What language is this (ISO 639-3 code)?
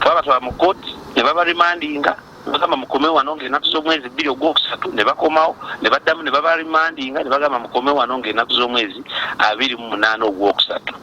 lug